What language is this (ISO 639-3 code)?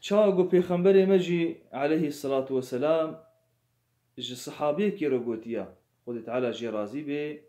kur